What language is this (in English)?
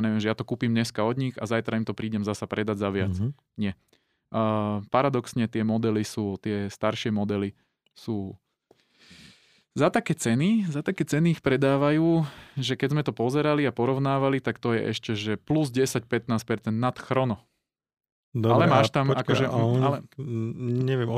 Slovak